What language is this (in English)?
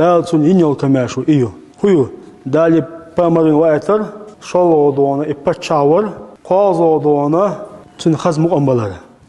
Chechen